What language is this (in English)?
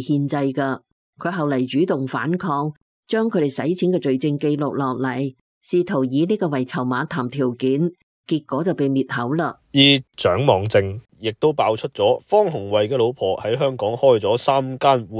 Cantonese